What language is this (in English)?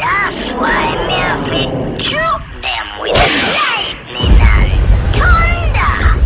Jamaican Creole English